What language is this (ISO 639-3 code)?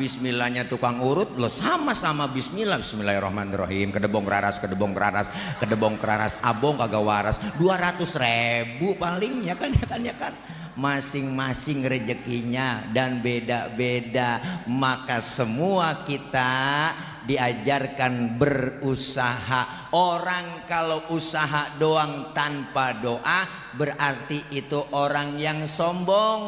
bew